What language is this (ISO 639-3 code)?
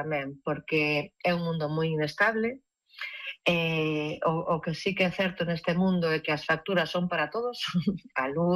glg